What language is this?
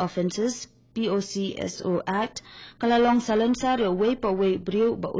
Khasi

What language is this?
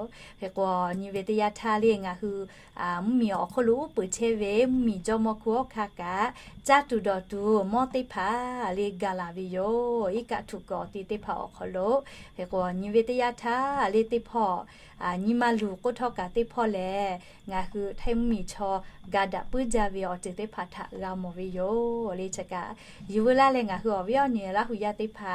Lahu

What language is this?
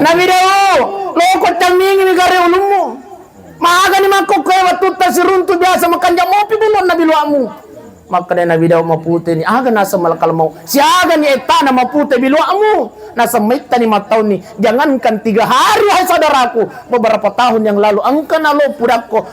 Buginese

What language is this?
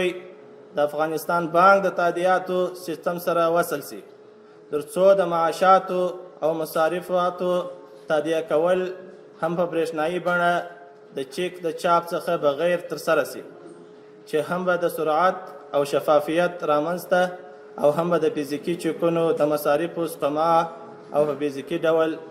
Pashto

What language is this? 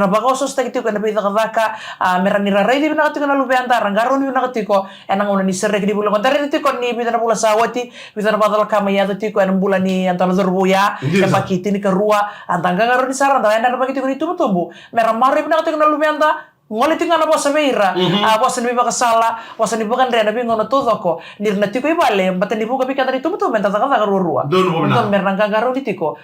Fijian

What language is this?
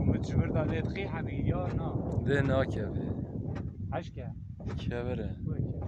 Kurdish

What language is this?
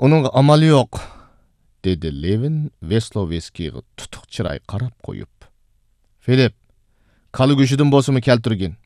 Uyghur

